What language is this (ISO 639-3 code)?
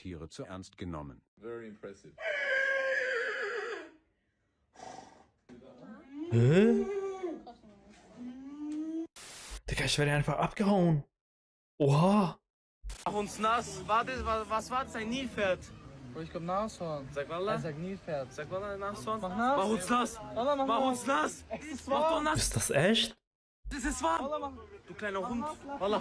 deu